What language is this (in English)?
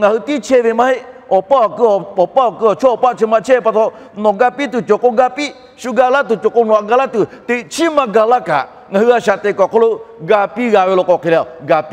Lahu